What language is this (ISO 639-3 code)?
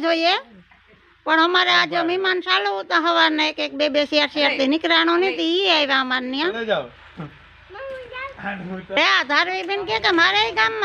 guj